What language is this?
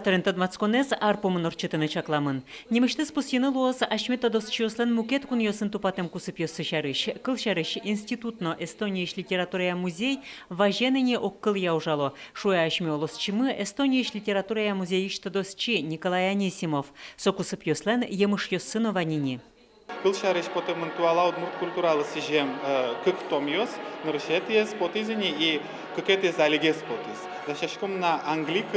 Udmurt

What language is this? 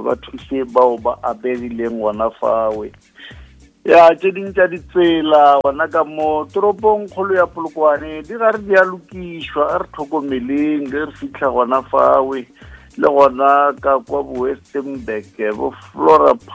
Northern Sotho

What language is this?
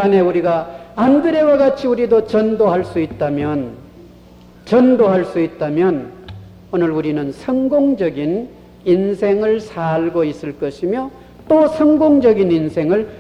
Korean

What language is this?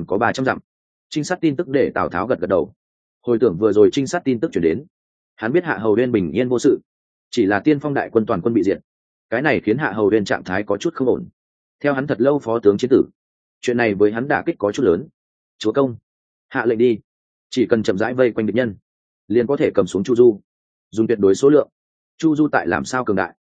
Vietnamese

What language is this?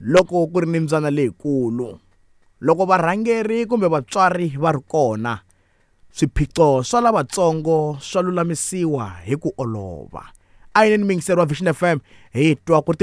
Tsonga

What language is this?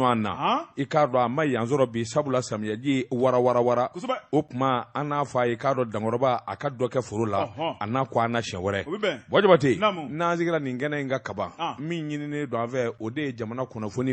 Bambara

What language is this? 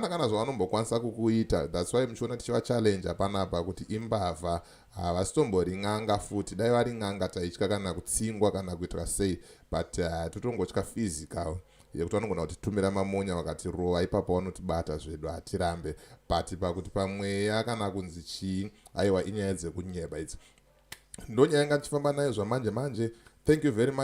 Shona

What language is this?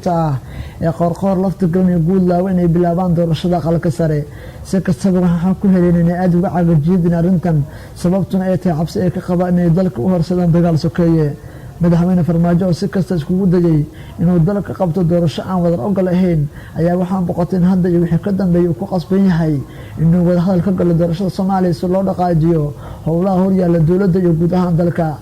Somali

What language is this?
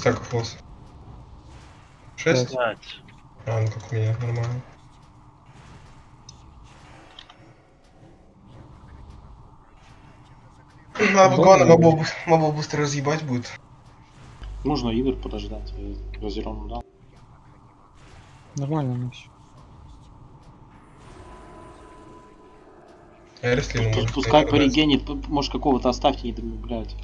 Russian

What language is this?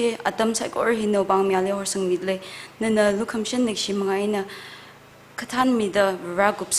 Tangkhul Naga (India)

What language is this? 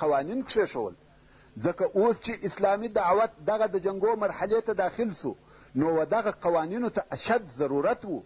Pashto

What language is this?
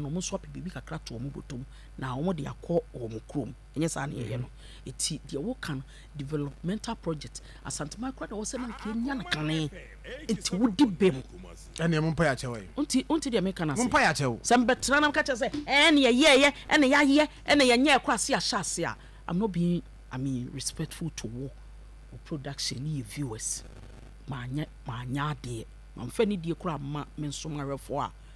Akan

